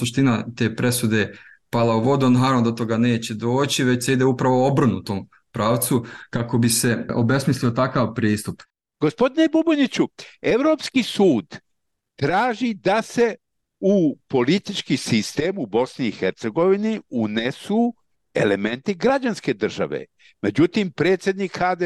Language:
Bosnian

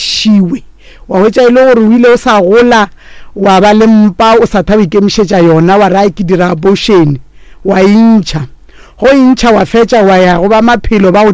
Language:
Northern Sotho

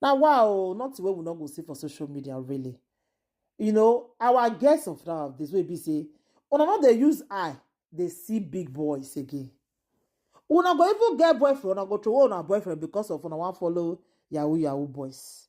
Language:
Nigerian Pidgin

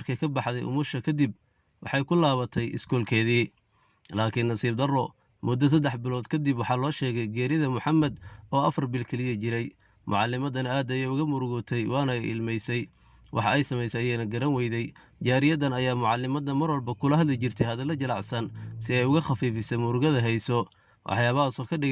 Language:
Somali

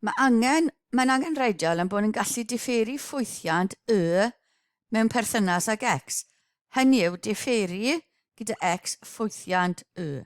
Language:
Welsh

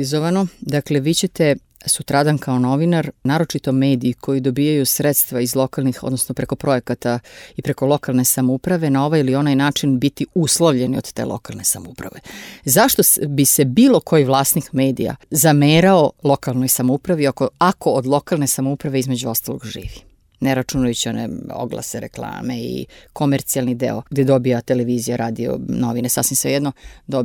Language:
Serbian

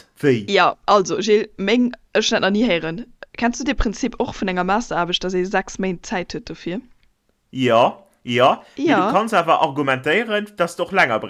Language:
Luxembourgish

